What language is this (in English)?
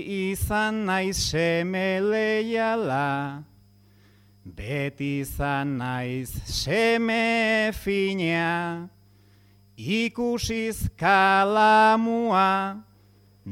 Basque